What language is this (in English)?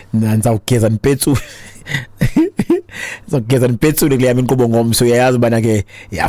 Xhosa